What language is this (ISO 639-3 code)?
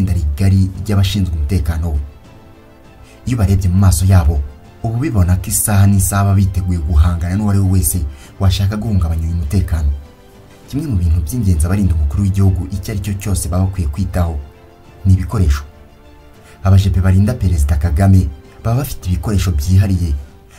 kin